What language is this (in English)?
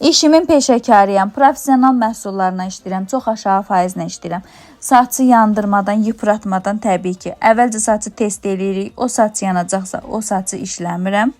Azerbaijani